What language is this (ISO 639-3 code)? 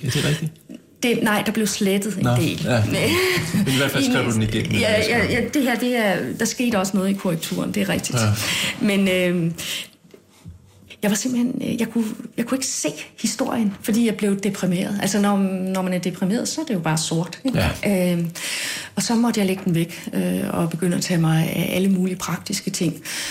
dan